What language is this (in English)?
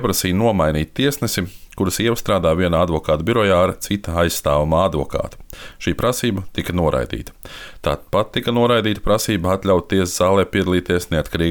Latvian